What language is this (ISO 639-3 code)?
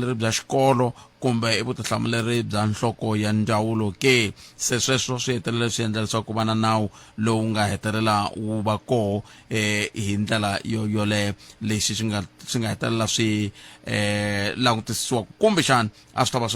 tso